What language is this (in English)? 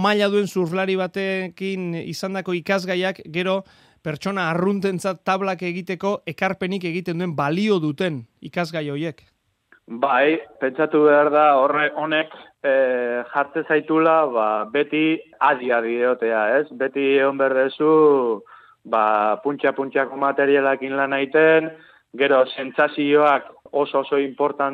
Basque